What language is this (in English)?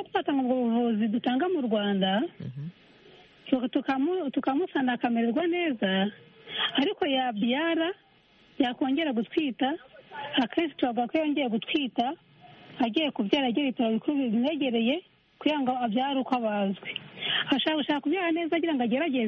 Kinyarwanda